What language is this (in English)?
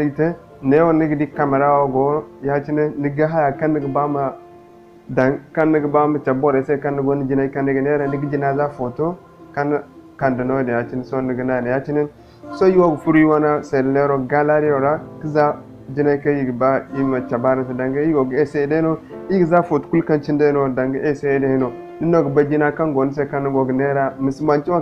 Zarma